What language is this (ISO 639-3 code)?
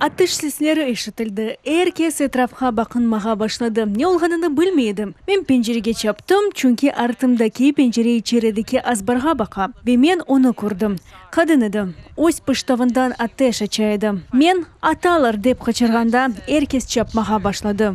crh